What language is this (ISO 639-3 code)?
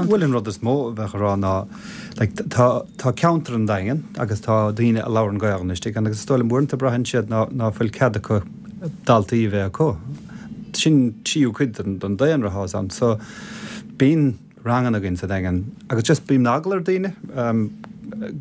gle